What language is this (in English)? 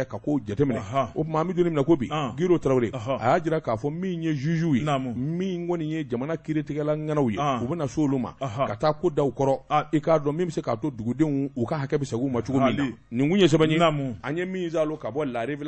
Bambara